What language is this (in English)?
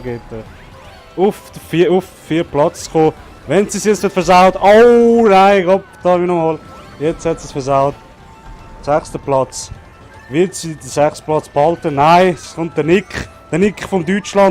Swiss German